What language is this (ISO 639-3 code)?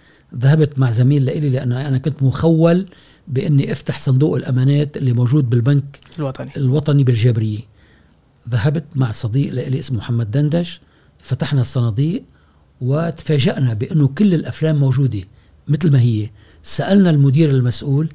afb